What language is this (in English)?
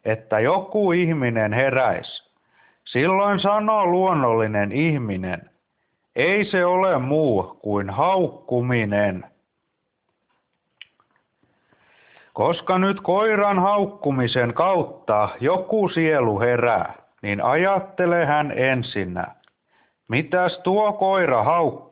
Finnish